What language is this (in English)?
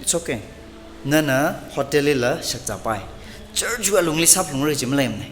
Tangkhul Naga (India)